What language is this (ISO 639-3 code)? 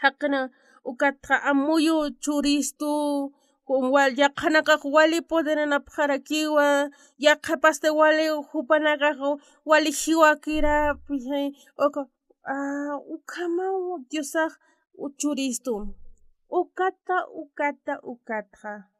aym